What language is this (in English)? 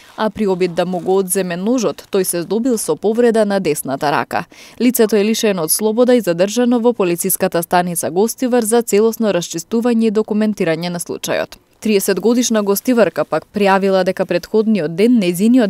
Macedonian